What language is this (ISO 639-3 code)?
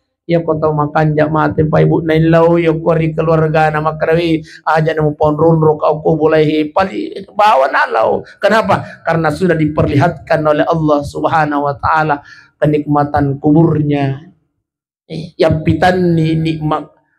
bug